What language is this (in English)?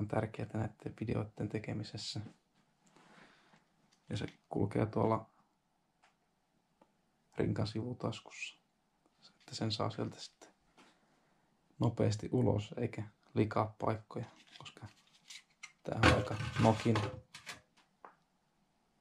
Finnish